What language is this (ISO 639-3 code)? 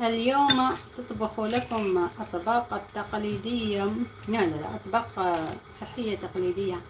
arq